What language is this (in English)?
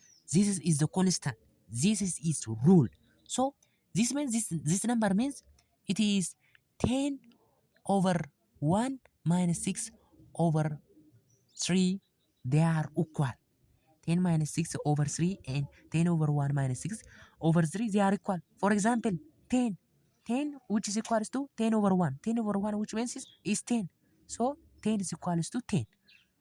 English